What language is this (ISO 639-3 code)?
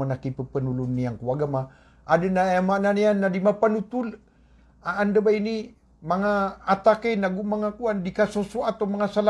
mrw